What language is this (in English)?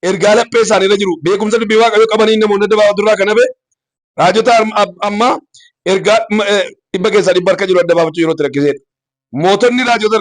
Oromo